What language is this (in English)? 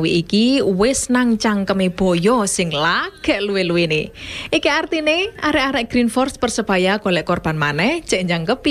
Javanese